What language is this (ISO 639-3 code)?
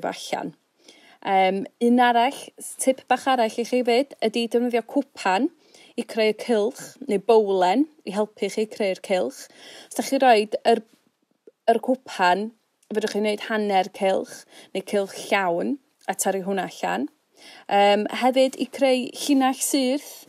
cym